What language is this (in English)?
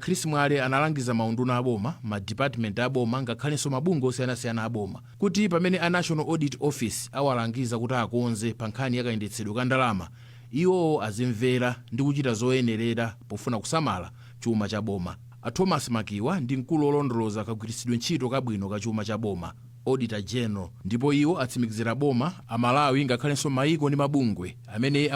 Nyanja